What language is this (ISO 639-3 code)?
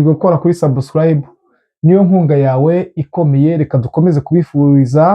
kin